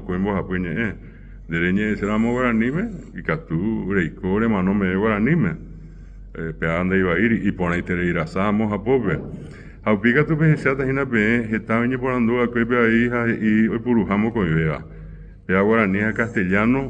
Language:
Guarani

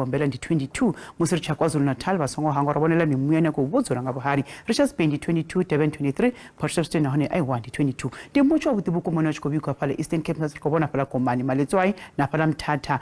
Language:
Venda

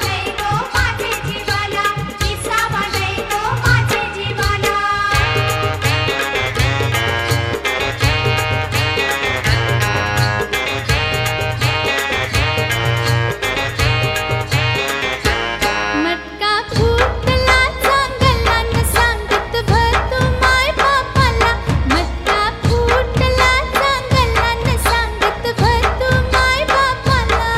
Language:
Marathi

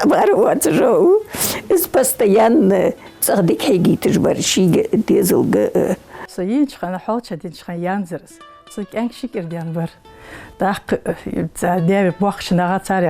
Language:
Ingush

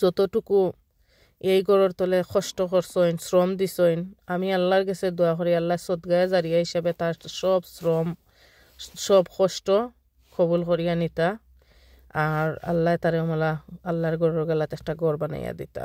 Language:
Sylheti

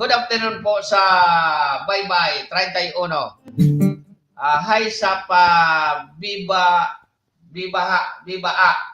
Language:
Bikol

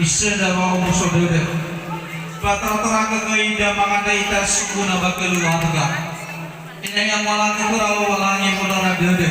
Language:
Nias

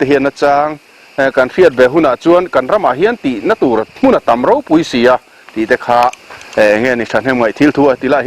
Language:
Mizo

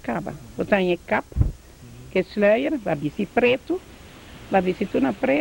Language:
Papiamento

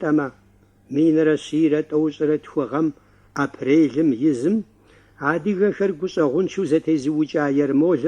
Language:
Kabardian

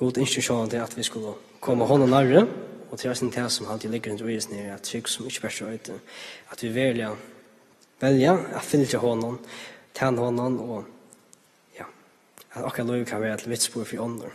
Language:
Faroese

